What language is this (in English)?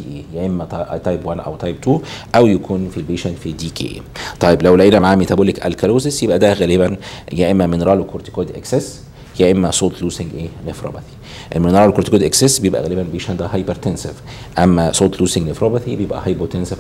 Egyptian Arabic